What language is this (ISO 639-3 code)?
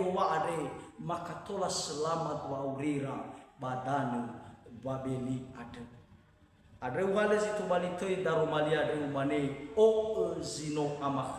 nia